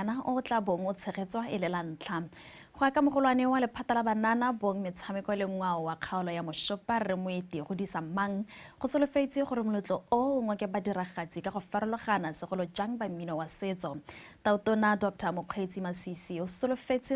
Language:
Tswana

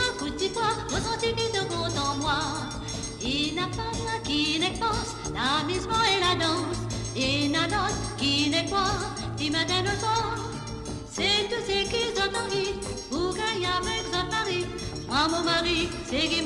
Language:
Morisyen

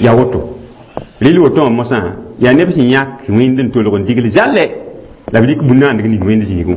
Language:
Mossi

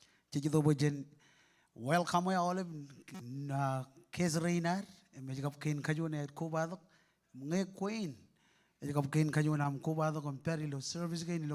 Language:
Marshallese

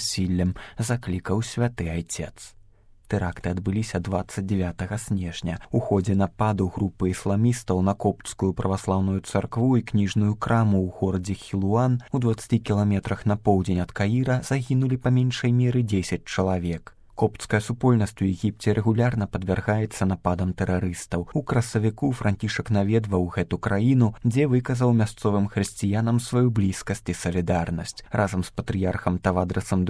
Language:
Belarusian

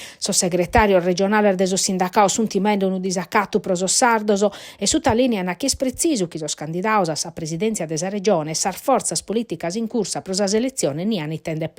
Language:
Sardinian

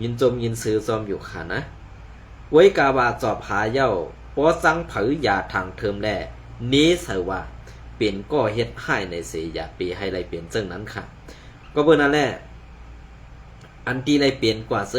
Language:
Shan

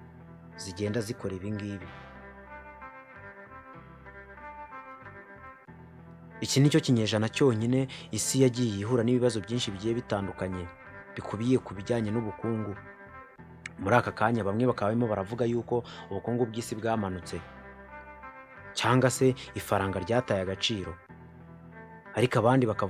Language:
Kinyarwanda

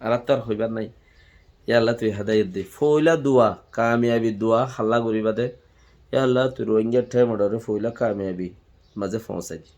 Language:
Rohingya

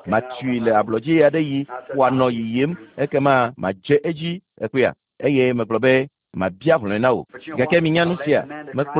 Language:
Ewe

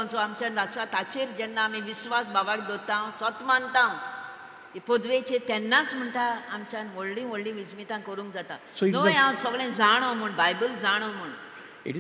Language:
Konkani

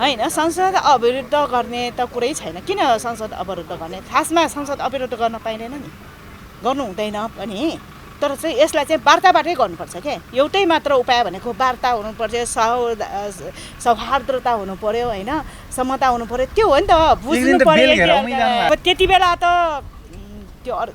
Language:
Nepali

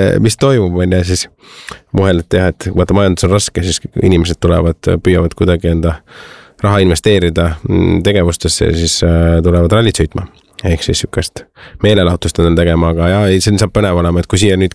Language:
Estonian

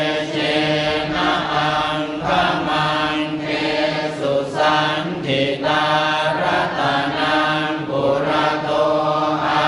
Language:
Pali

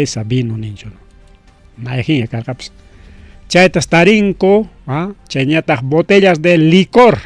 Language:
Ayacucho Quechua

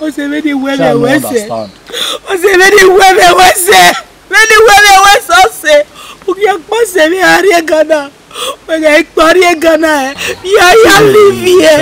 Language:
Bini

